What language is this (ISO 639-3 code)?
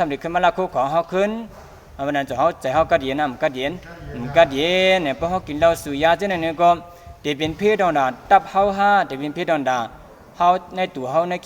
shn